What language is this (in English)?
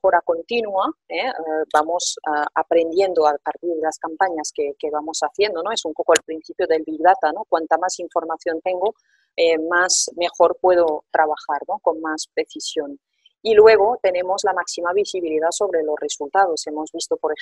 Spanish